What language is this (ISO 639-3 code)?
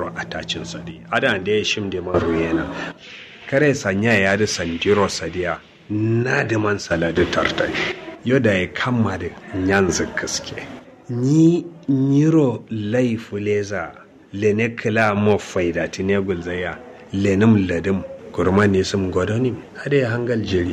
kau